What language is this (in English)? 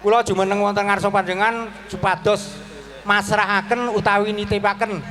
Javanese